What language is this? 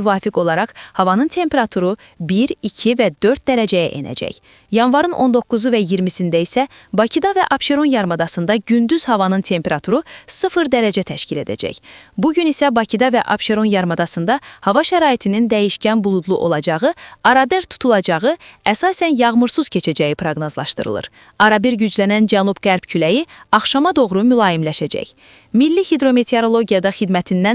Azerbaijani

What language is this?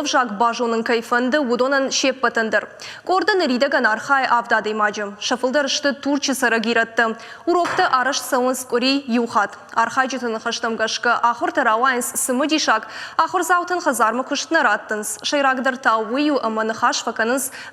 Ossetic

